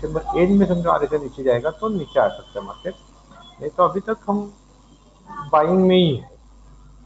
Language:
Hindi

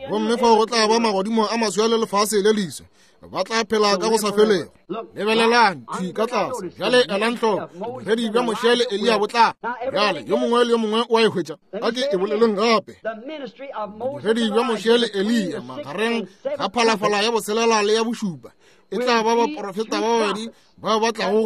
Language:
Northern Sotho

